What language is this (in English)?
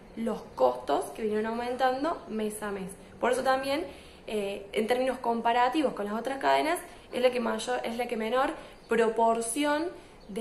Spanish